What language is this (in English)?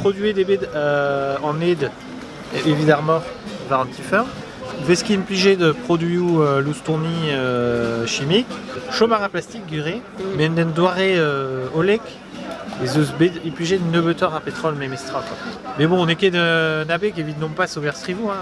Breton